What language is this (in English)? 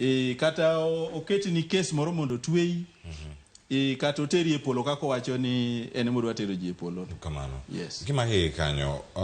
Luo (Kenya and Tanzania)